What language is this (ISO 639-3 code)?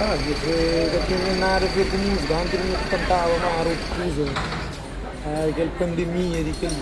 kea